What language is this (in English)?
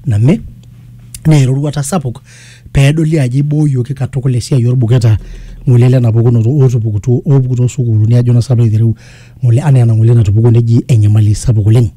Masai